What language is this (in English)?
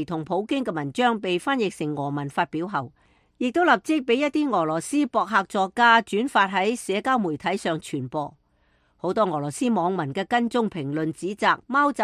Cantonese